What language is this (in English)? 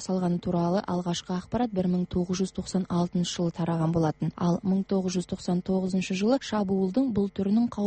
Kazakh